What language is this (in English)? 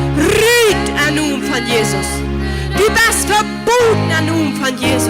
Plautdietsch